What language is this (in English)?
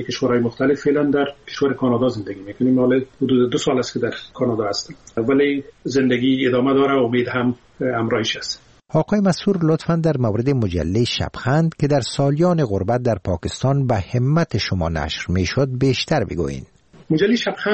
Persian